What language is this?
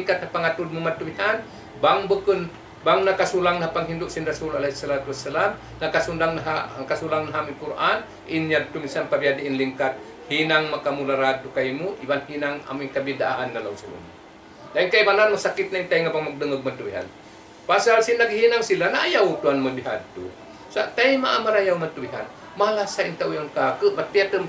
Tausug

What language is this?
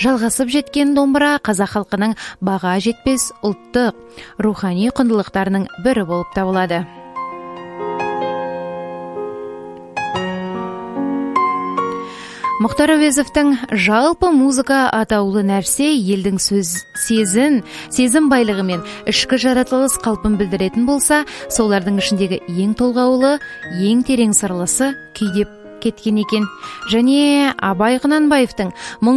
Kazakh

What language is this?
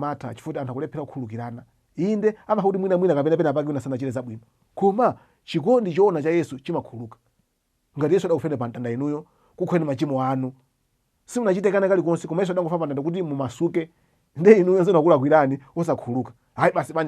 Nyanja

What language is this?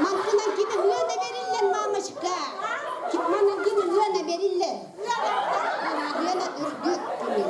Yakut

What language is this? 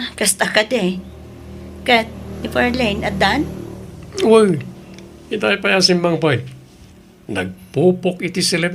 Iloko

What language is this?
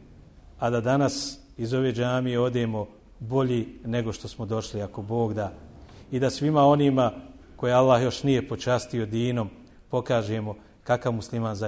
Bosnian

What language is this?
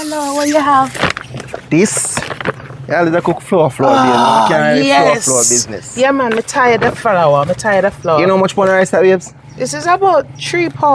Jamaican Creole English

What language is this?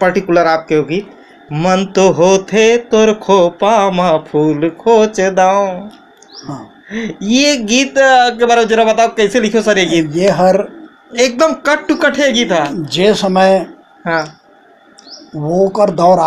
Chhattisgarhi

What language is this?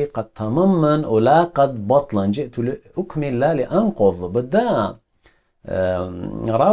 Assyrian Neo-Aramaic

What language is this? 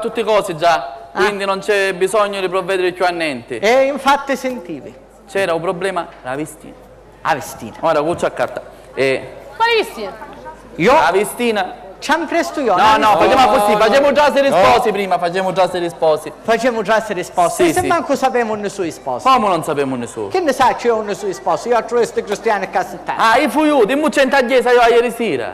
Sicilian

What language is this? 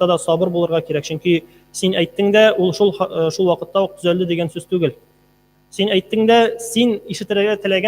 Tatar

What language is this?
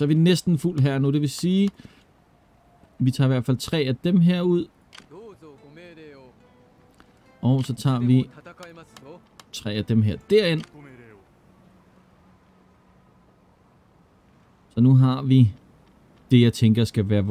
Danish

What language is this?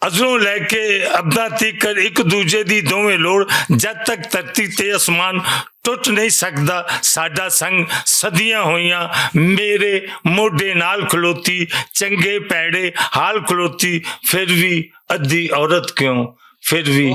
Western Panjabi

